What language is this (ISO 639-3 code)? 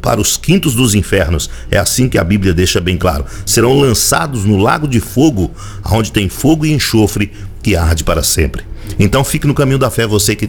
por